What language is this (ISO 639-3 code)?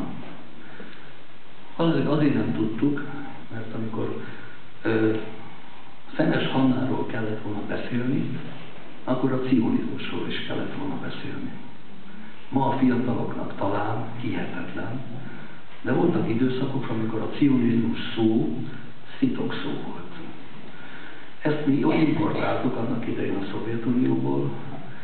hun